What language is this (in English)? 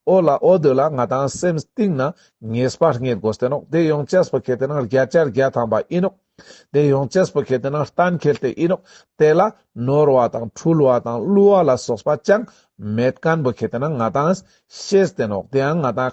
Ladakhi